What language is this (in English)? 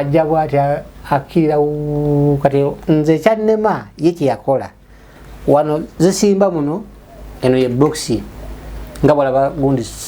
Ganda